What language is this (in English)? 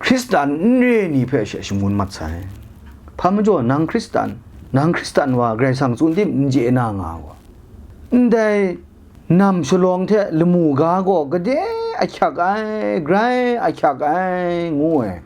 Kachin